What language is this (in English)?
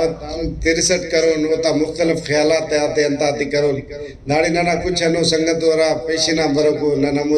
Brahui